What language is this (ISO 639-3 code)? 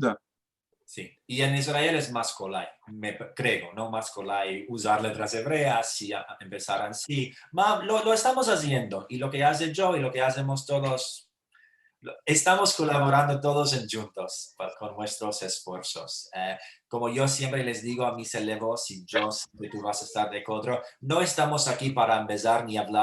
lad